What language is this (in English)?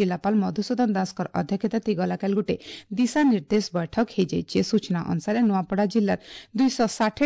Odia